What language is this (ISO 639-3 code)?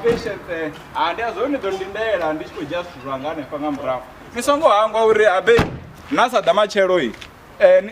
ven